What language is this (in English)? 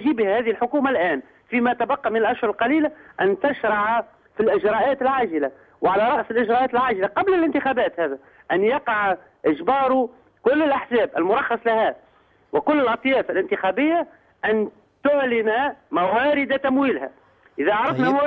Arabic